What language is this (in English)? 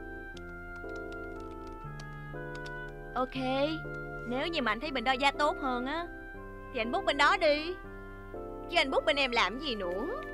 Vietnamese